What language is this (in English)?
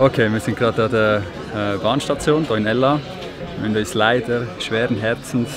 Swiss German